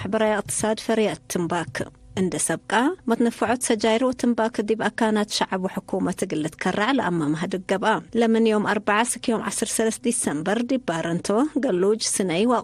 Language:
Tigre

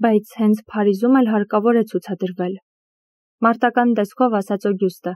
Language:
Armenian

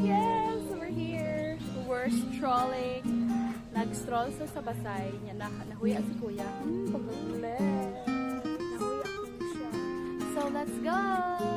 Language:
Cebuano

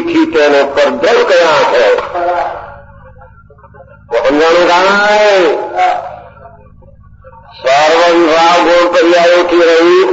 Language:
Gujarati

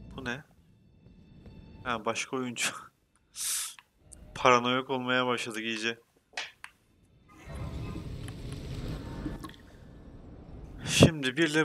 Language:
Turkish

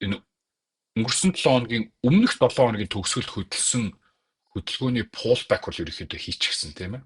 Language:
Mongolian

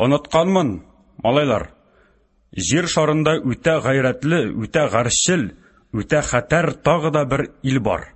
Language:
Tatar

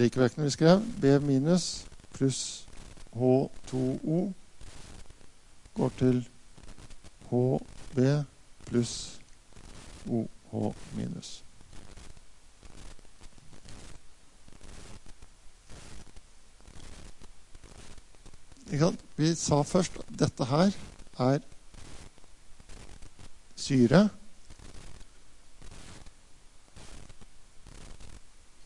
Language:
Norwegian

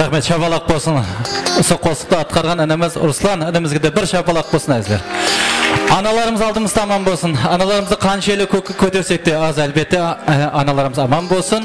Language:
Kara-Kalpak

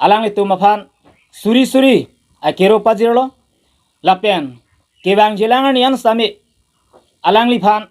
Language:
Karbi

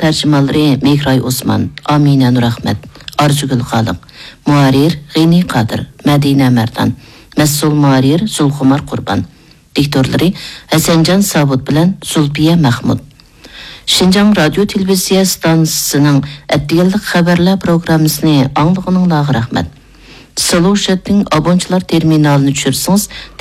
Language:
Uyghur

